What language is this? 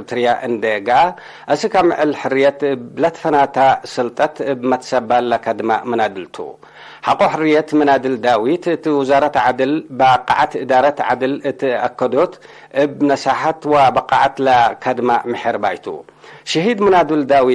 Tigre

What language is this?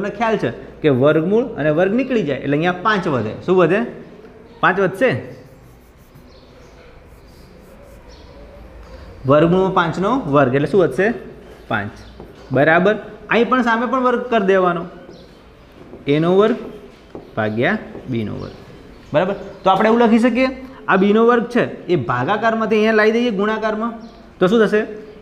Gujarati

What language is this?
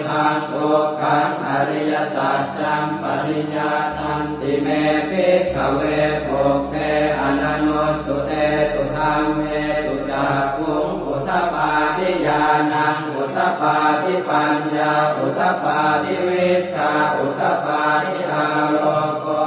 Pali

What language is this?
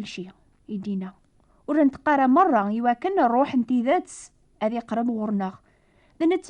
Kabyle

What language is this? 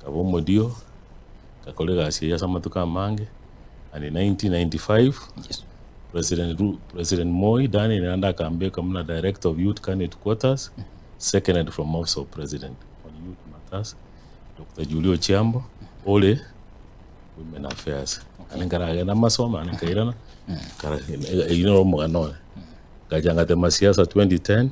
Gusii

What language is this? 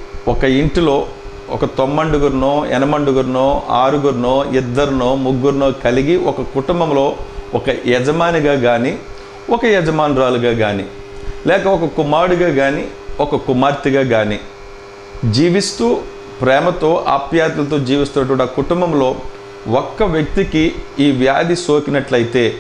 Telugu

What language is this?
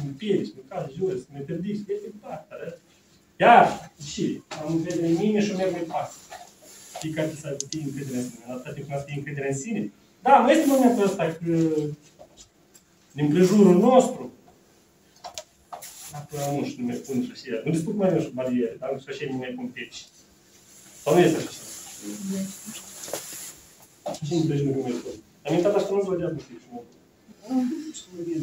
Romanian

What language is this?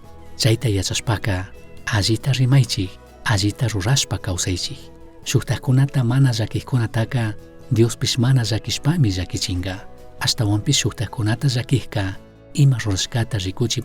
Chimborazo Highland Quichua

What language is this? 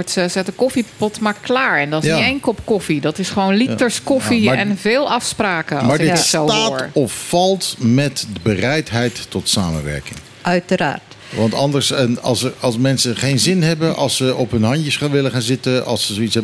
Dutch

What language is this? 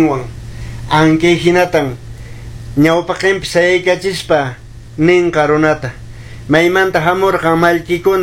Quechua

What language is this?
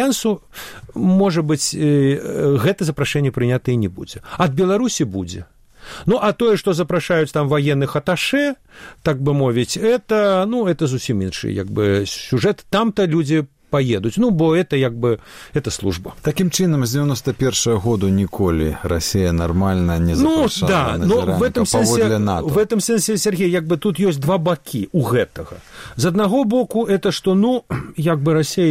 Belarusian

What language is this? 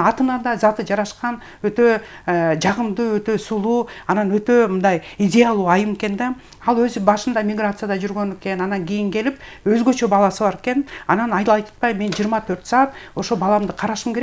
Kyrgyz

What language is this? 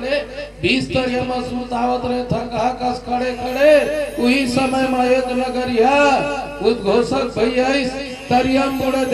Chhattisgarhi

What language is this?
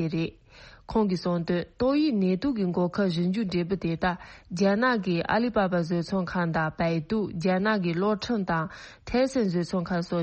Tibetan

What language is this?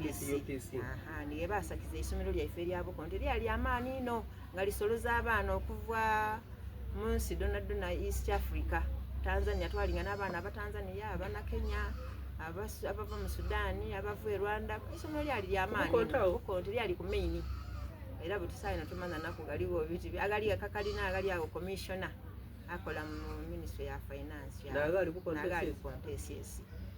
Soga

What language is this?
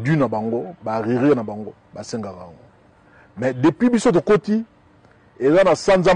Lingala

